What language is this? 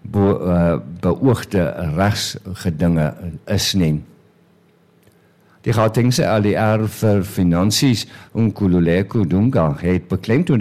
Afrikaans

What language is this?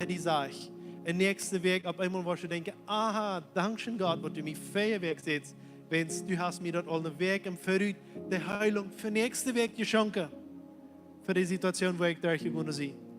Plautdietsch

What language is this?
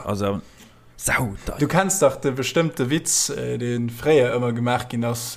Luxembourgish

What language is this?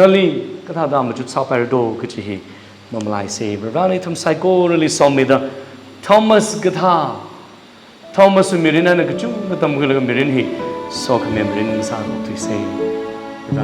Tangkhul Naga (India)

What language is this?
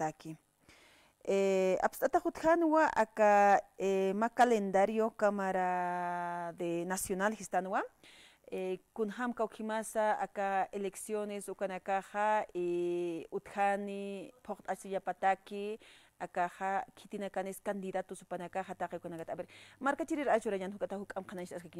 Aymara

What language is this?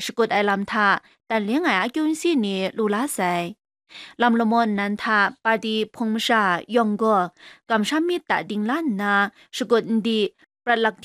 Kachin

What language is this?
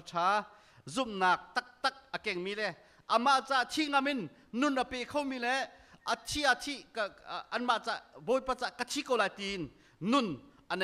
Hakha Chin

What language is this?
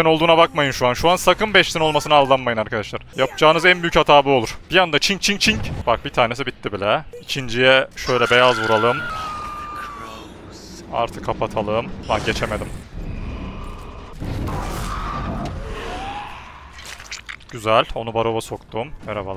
Turkish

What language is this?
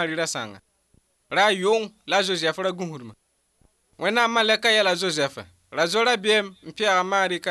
Mossi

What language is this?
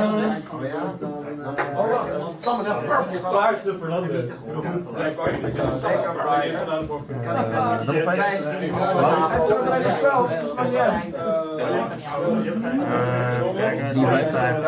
Dutch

